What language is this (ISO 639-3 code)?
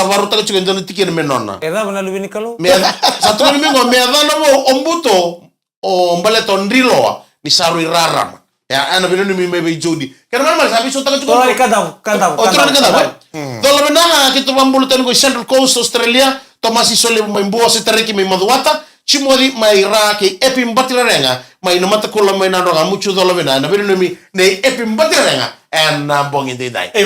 fij